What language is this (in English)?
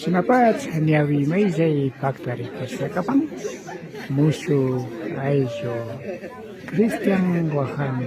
Imbabura Highland Quichua